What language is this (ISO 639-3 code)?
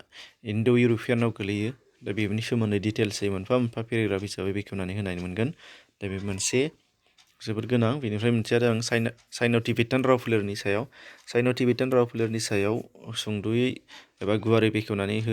brx